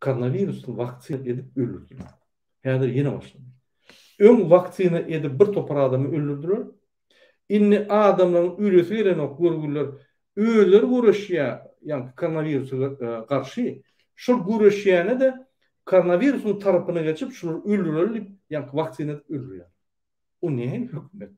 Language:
Turkmen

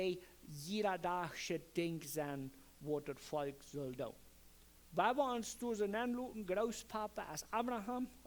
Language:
Plautdietsch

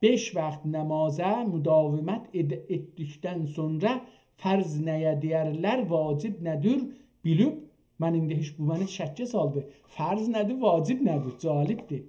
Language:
South Azerbaijani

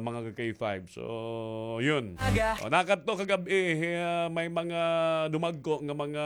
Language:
Waray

